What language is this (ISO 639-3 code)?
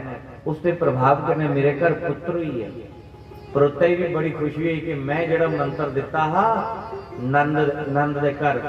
doi